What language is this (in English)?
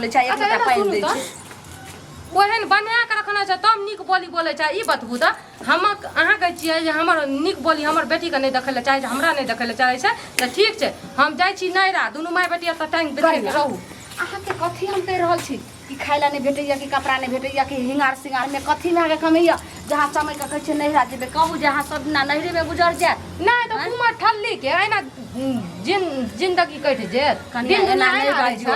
Maithili